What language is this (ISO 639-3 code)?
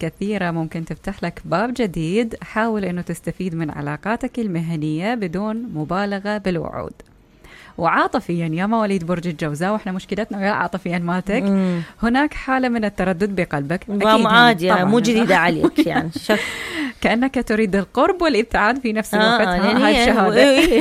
acm